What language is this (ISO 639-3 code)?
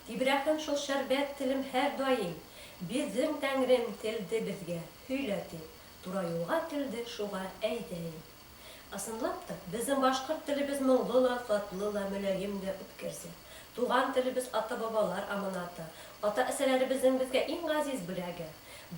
bak